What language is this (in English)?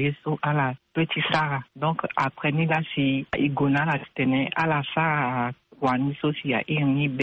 Sango